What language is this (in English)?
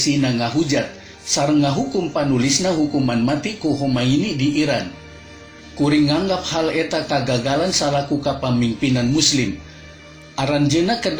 Sundanese